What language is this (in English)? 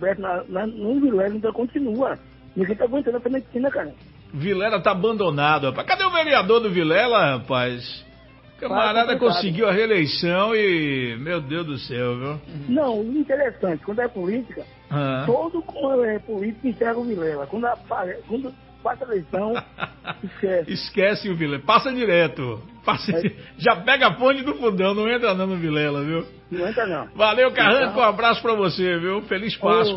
Portuguese